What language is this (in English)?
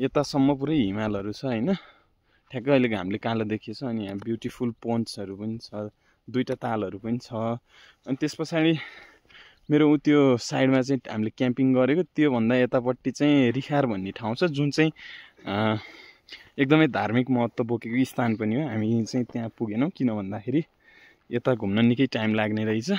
Nepali